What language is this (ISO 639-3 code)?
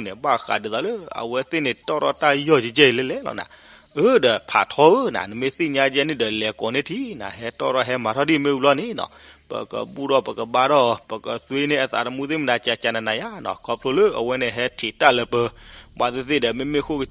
ksw